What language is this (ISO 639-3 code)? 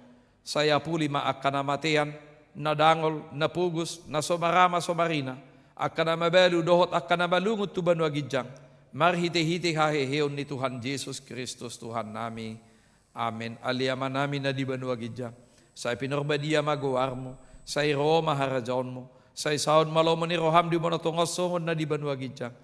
bbc